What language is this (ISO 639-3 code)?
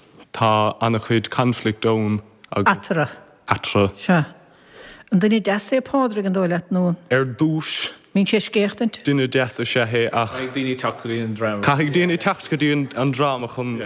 gle